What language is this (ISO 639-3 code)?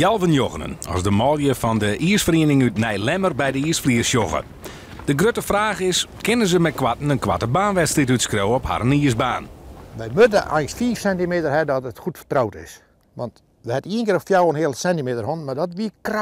fry